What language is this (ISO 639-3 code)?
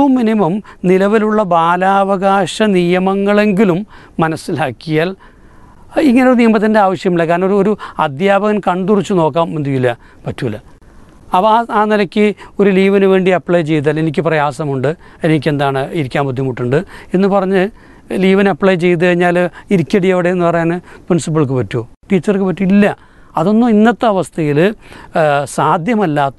mal